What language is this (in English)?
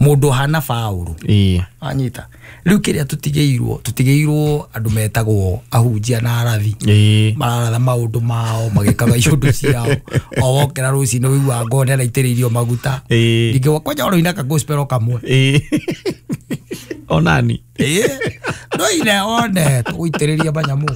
Kikuyu